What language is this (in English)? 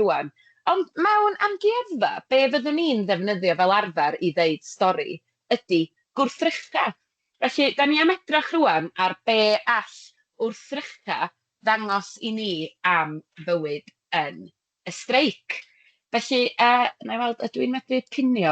Welsh